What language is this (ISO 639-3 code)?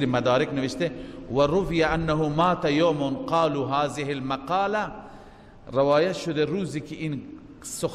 fas